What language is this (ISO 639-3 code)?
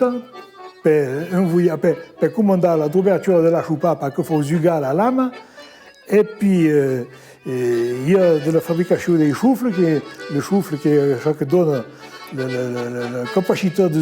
oci